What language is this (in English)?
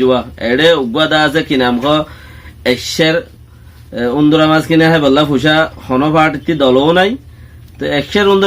Rohingya